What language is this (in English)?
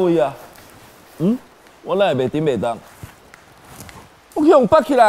Min Nan Chinese